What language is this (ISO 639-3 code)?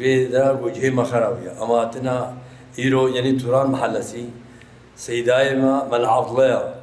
kur